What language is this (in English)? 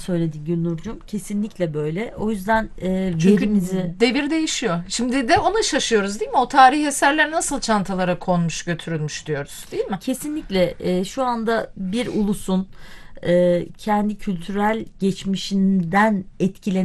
Turkish